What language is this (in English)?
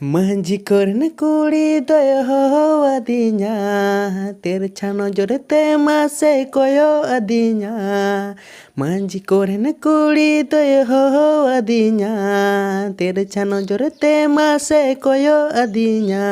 Santali